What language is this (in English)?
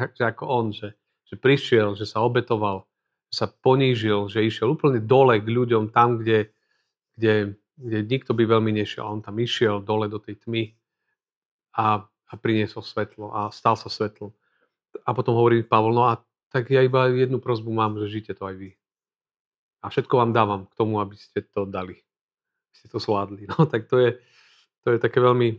Slovak